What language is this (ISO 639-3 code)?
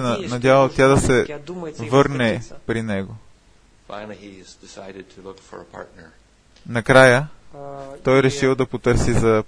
bul